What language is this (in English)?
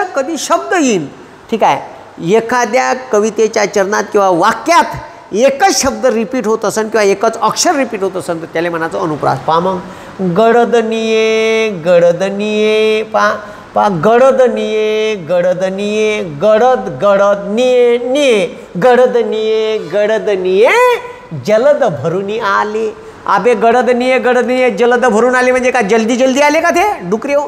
Marathi